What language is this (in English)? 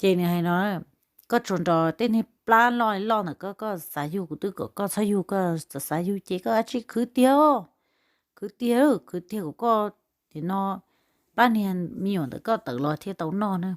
Hmong